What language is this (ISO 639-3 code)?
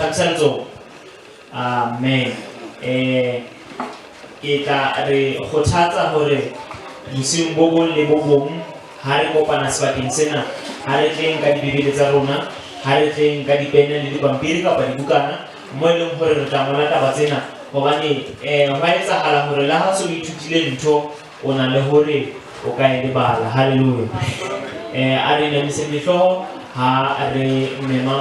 sot